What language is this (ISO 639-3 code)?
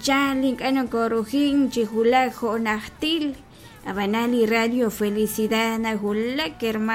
kek